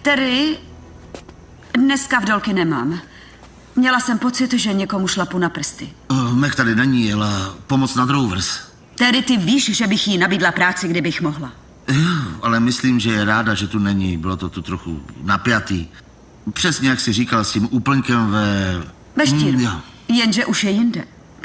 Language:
Czech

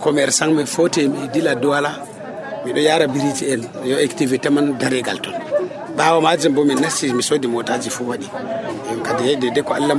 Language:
Nigerian Fulfulde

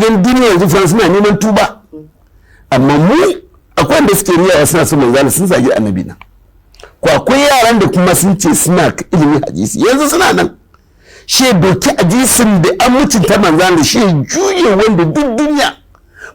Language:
Hausa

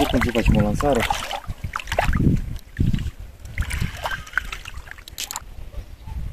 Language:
Romanian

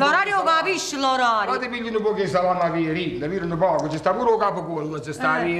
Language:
Neapolitan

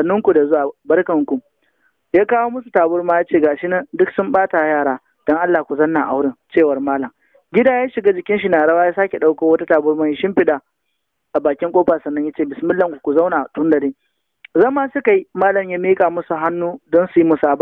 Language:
Hausa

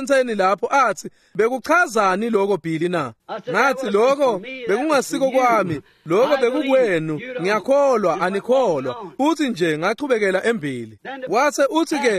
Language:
Swati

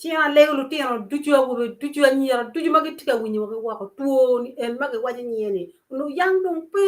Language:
Acoli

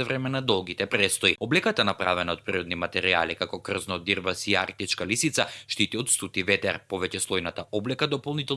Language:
Macedonian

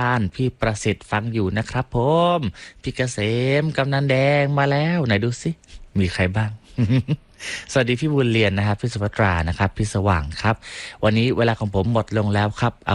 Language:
Thai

